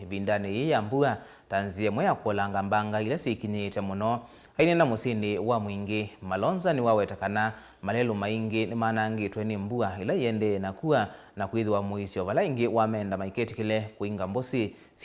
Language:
Kamba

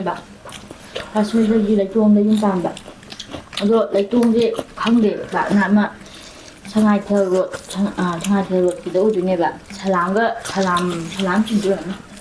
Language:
Manipuri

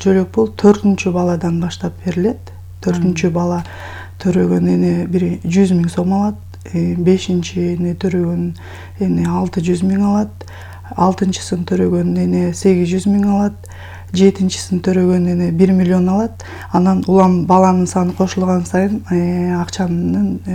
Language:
Kyrgyz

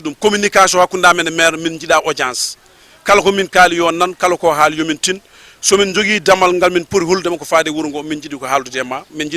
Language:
Fula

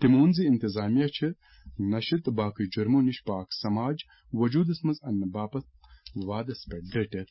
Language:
Kashmiri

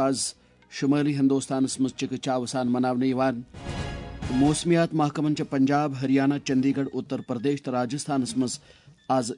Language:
Kashmiri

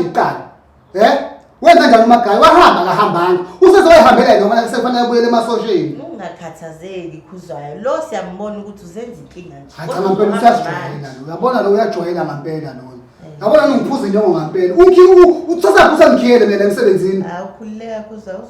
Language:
Zulu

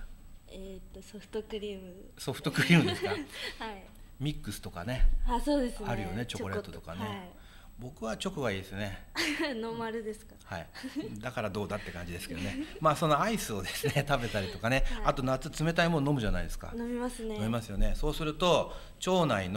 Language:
Japanese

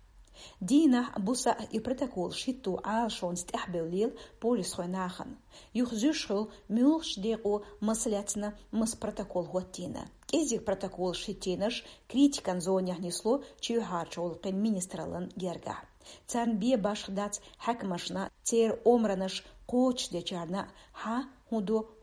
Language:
Chechen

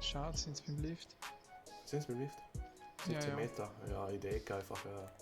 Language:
Swiss German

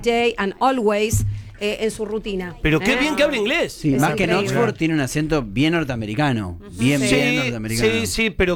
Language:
Spanish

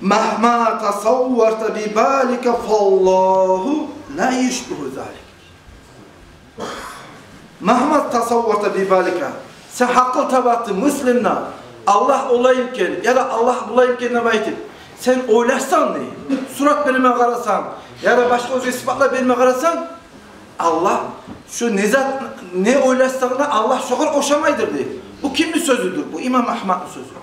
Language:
Kumyk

